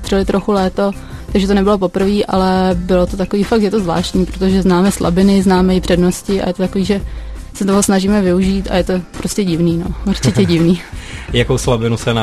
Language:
Czech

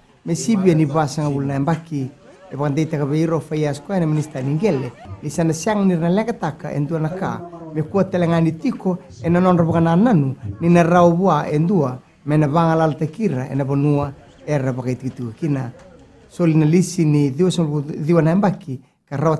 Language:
Fijian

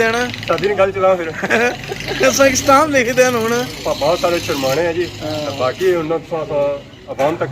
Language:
Pahari-Potwari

